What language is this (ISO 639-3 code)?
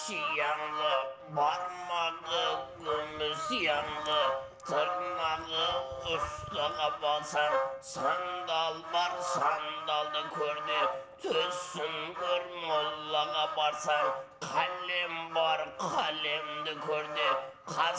kaa